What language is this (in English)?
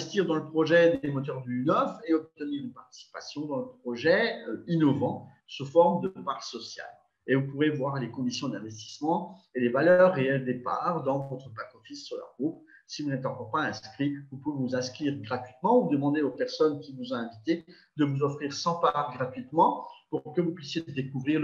French